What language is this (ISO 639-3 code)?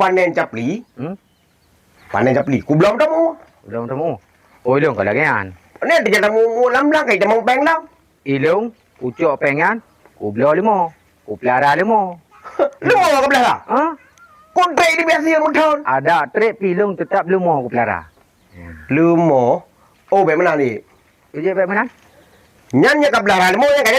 ace